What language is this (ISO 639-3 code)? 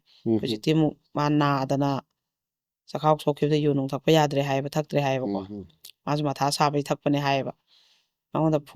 mni